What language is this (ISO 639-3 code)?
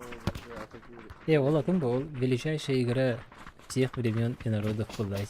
sah